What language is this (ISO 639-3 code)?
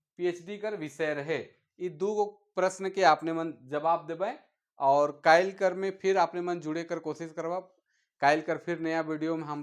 sck